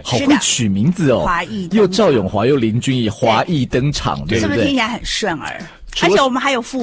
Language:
Chinese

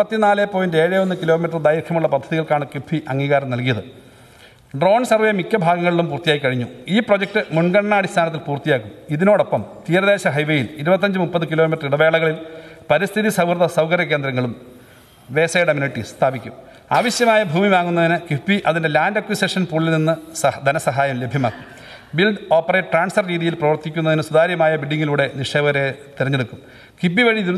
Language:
Malayalam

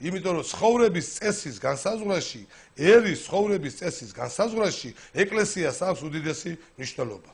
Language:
Georgian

